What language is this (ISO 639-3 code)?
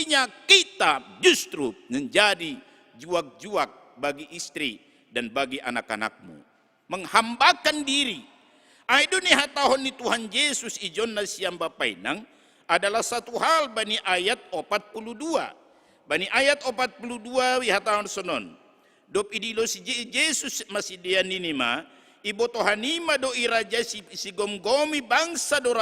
bts